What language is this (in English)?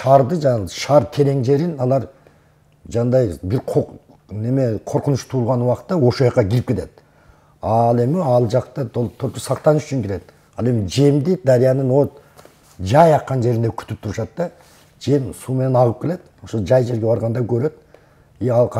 Kyrgyz